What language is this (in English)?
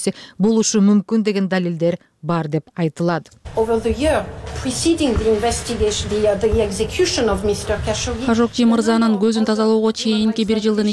Kyrgyz